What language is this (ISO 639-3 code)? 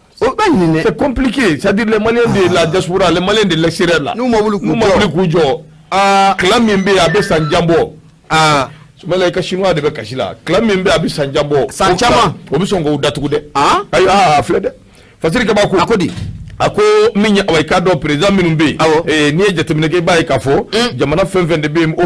bam